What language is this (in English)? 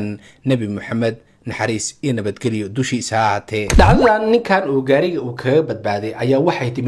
Somali